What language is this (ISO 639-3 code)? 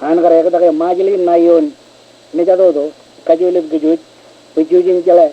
mah